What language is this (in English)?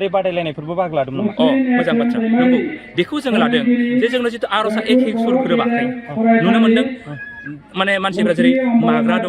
Bodo